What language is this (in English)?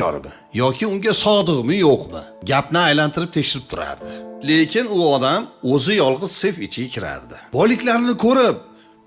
Uzbek